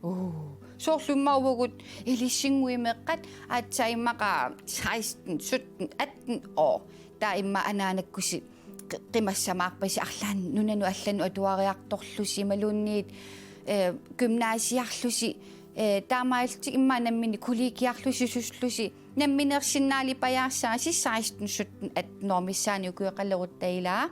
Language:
Kalaallisut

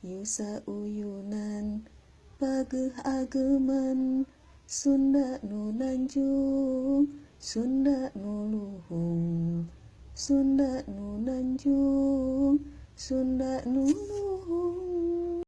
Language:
Sundanese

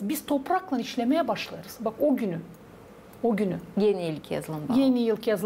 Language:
Gagauz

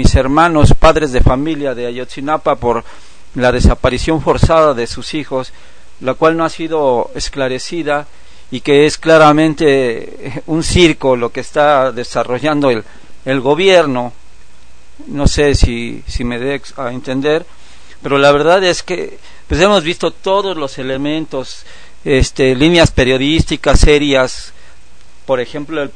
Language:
Spanish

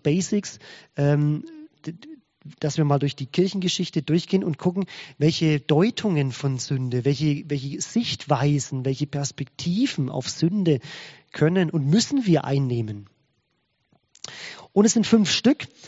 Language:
German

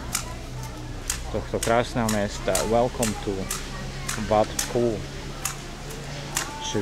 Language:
Slovak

